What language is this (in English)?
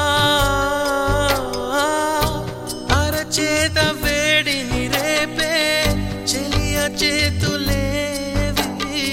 Telugu